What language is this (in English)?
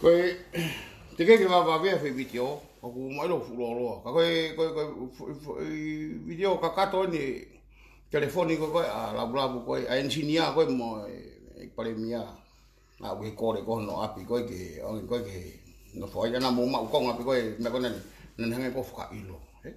Tongan